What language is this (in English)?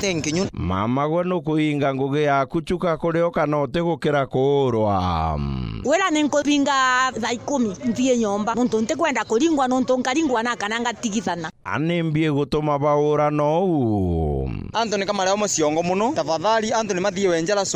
Meru